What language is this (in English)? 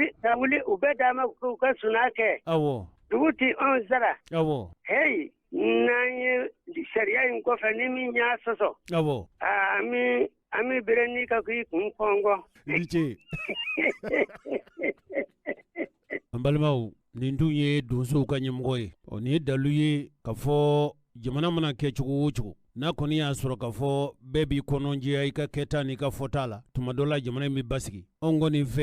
Bambara